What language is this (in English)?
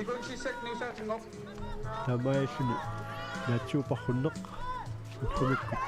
Kalaallisut